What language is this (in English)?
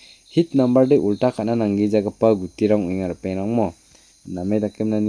Garo